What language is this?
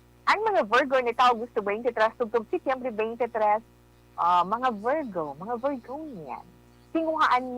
Hiligaynon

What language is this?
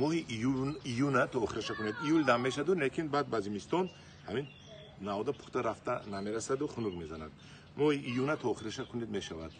Tajik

